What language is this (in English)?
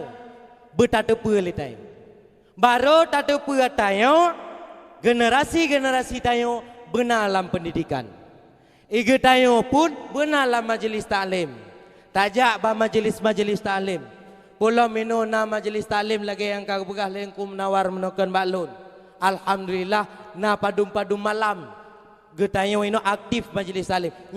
Achinese